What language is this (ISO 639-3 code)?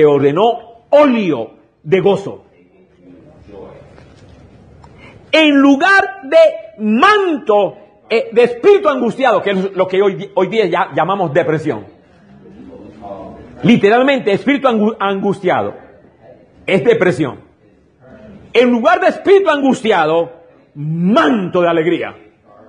spa